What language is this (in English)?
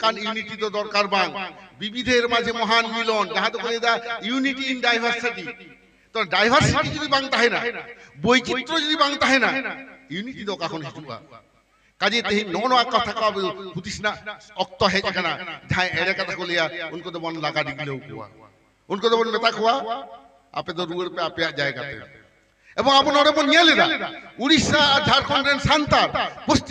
Santali